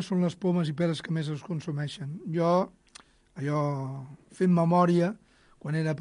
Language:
Catalan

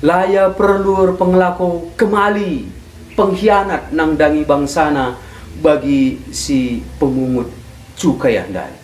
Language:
Batak Karo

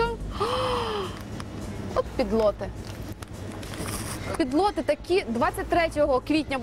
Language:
Ukrainian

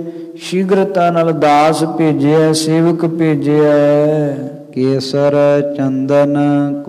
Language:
Punjabi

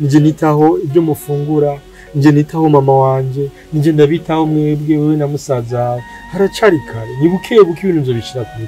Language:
Rundi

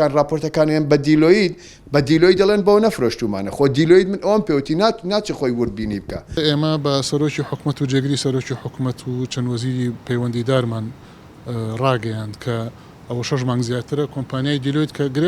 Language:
Central Kurdish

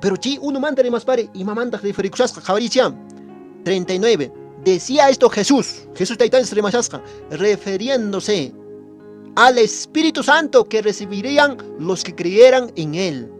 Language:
Quechua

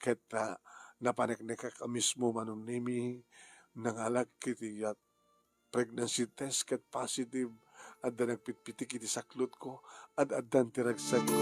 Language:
Iloko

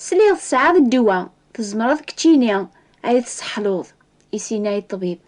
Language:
Kabyle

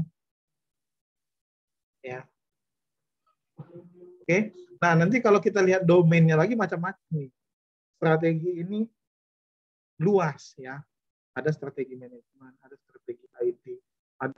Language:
Indonesian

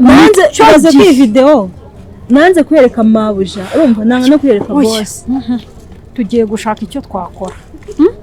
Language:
Kinyarwanda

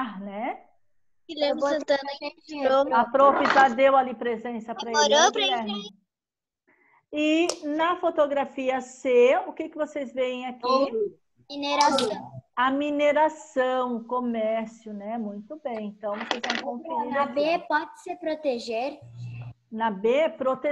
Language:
Portuguese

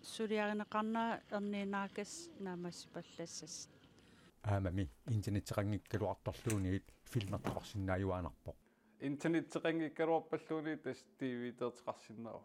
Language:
Kalaallisut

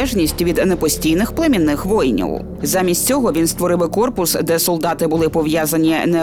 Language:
Ukrainian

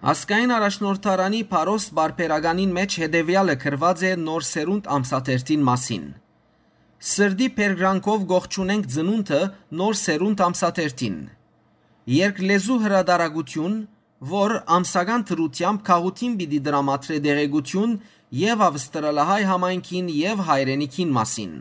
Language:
Western Armenian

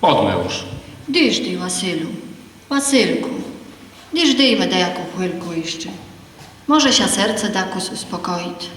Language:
Rusyn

